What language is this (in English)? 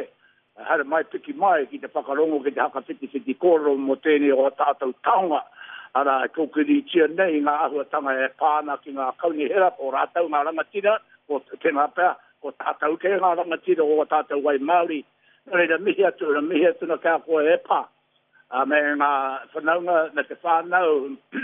Māori